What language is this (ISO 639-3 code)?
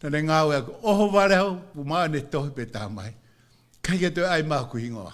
ton